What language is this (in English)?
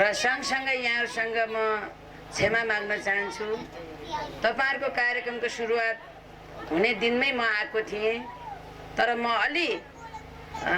Nepali